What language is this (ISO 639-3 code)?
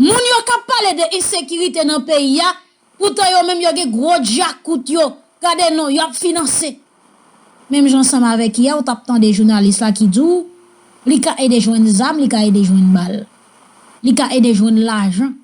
hat